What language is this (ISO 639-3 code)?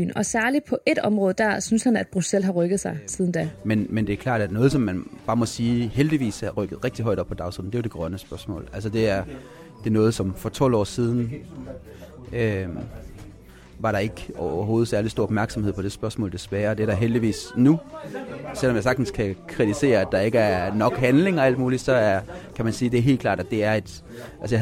dan